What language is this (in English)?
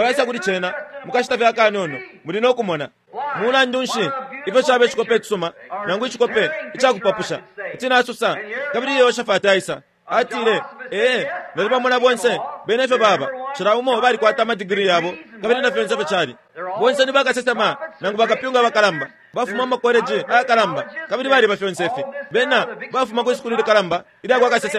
Bemba